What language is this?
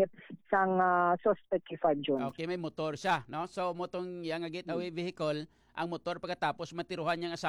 Hiligaynon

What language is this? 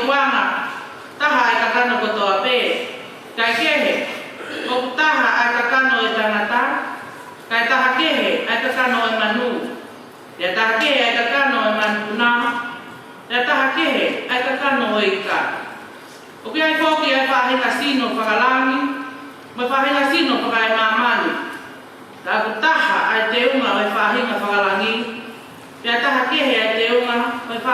Tongan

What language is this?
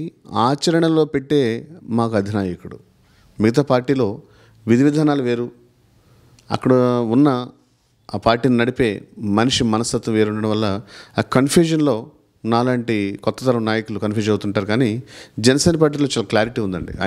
Telugu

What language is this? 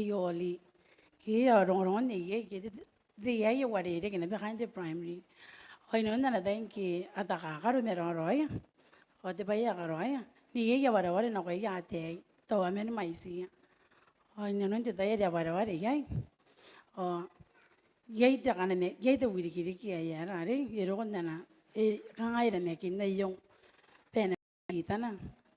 Gilbertese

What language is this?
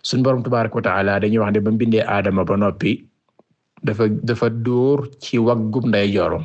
Wolof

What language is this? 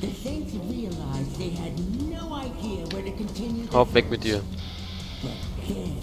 Palatine German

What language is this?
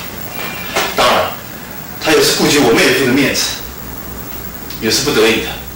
Chinese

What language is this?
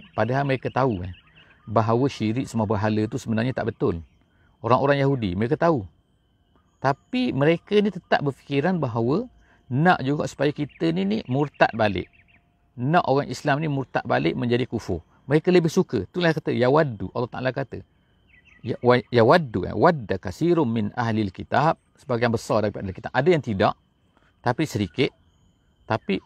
Malay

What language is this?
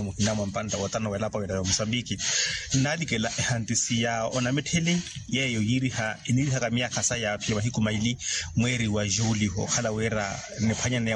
Makhuwa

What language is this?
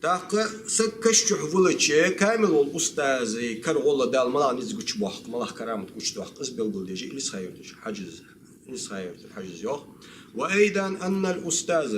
Ingush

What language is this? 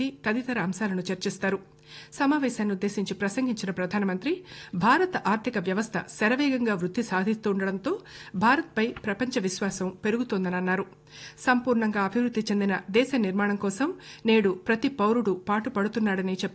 Telugu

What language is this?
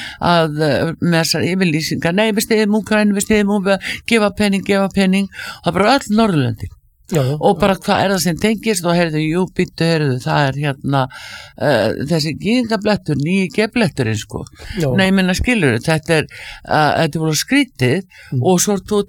Icelandic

